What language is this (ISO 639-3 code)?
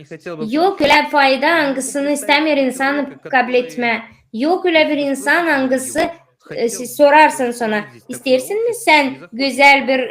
gag